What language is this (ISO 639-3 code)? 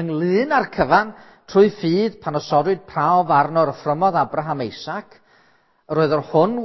cym